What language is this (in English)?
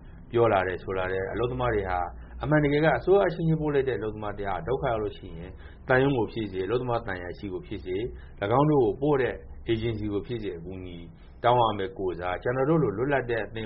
Burmese